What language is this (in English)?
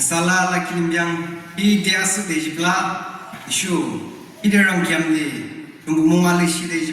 Yimchungru Naga